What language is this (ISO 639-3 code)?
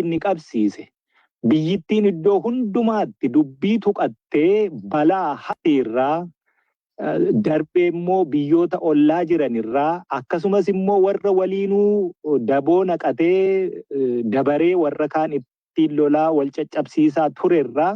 orm